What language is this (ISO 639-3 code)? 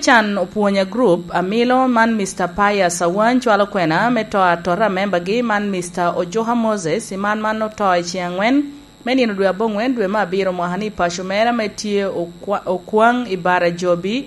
laj